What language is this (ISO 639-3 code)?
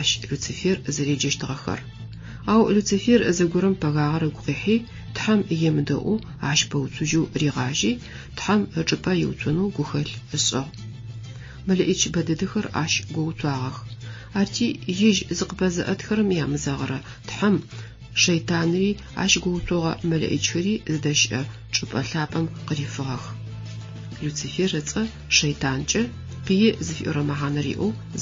ady